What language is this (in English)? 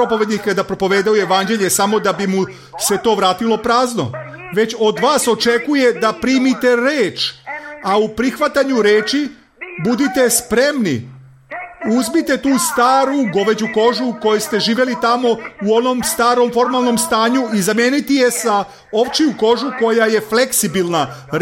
Serbian